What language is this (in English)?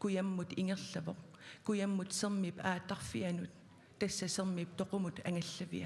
Kalaallisut